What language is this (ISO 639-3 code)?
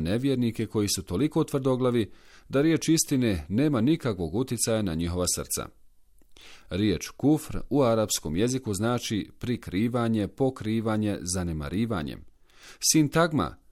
bos